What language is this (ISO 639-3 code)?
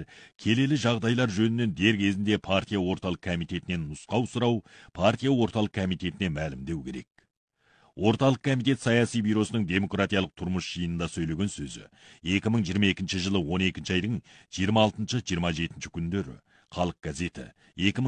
kaz